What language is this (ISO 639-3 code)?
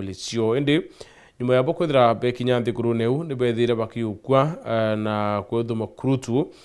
mer